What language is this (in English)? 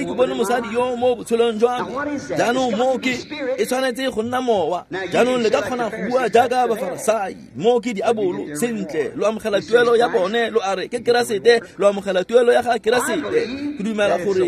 Tswana